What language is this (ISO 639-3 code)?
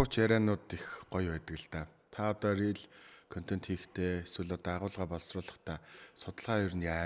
mon